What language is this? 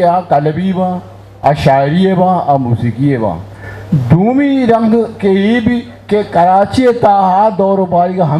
Eastern Balochi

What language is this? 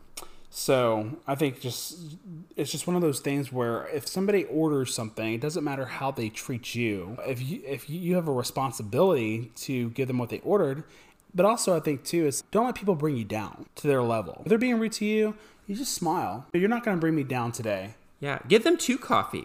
English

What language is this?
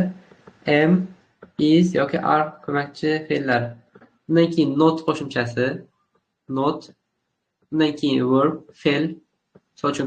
Uzbek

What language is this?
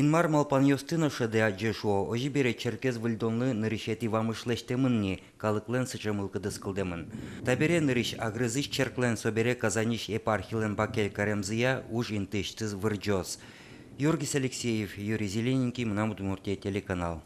Udmurt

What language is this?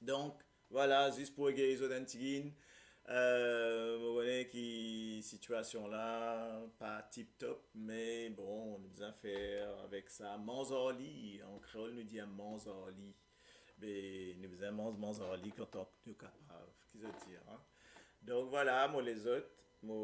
Morisyen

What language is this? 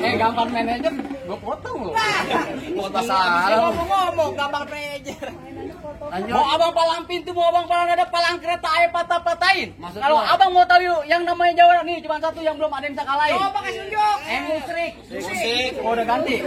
Betawi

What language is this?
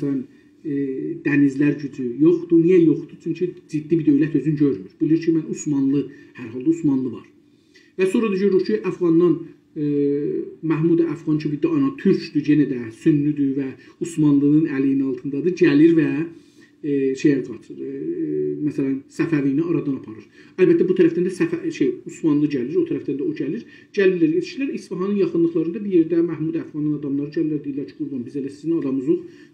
South Azerbaijani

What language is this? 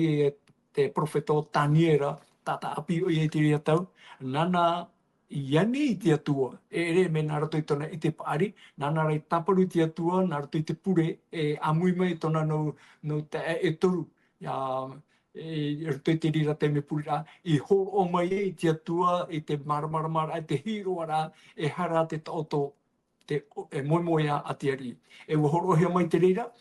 Tahitian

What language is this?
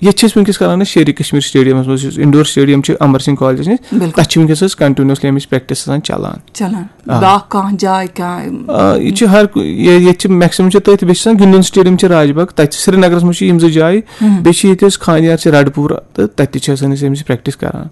Kashmiri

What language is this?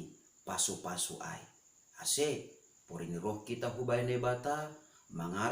Batak Simalungun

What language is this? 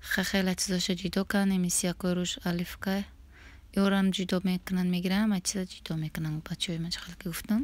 Tajik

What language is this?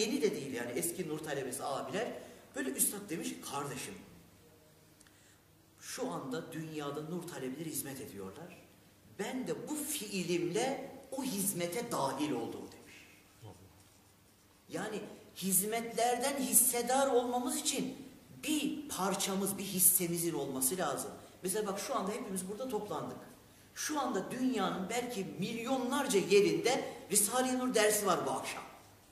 Turkish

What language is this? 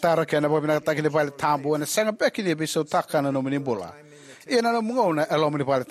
Fijian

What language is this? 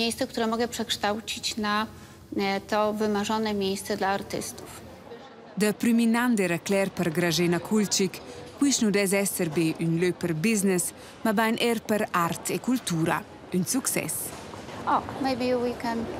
Romansh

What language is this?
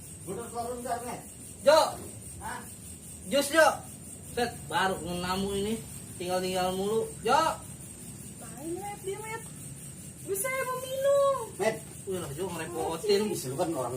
Betawi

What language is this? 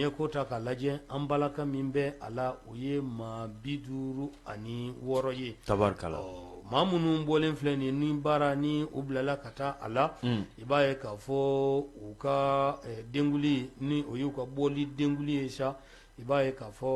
Bambara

